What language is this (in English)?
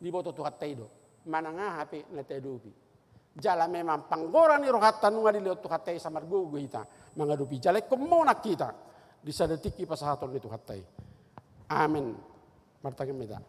Batak Toba